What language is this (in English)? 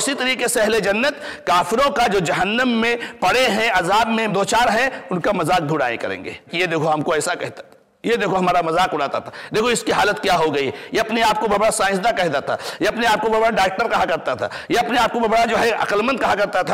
Urdu